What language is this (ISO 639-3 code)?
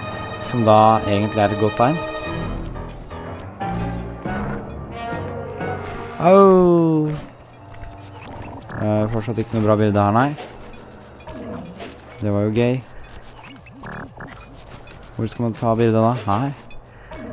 nor